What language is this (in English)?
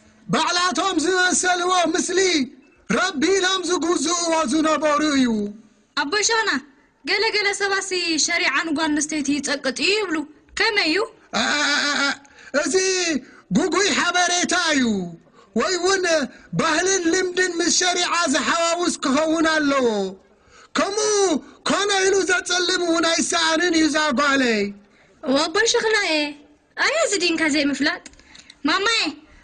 Tigrinya